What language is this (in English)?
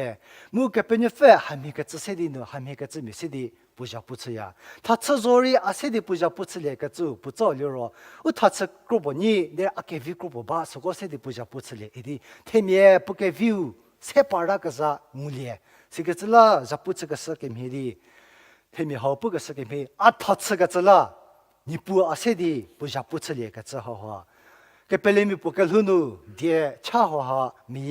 Angami Naga